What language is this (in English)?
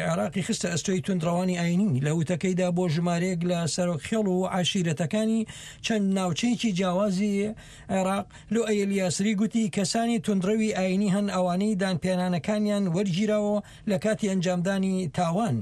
Central Kurdish